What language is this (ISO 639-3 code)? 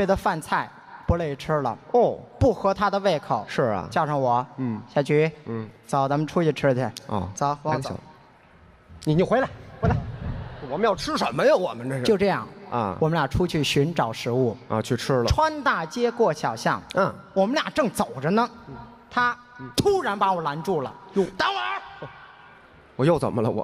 zho